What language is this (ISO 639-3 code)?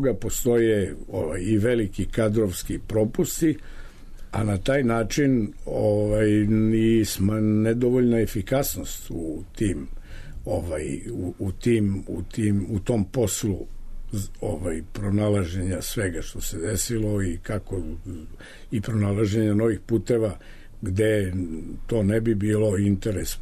srp